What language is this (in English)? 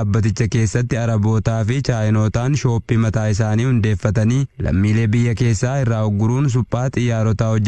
Oromo